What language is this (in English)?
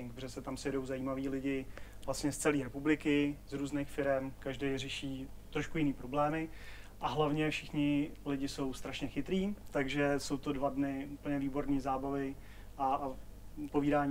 Czech